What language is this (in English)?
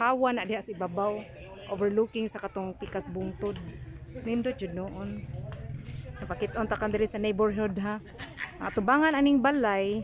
Cebuano